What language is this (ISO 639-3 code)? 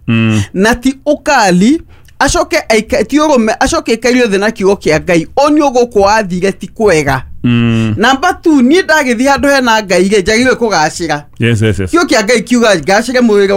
kik